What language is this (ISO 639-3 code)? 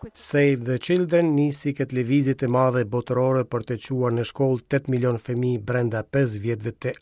sqi